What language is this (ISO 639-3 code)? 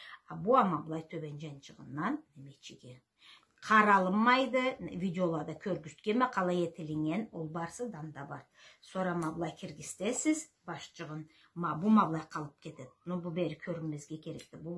krc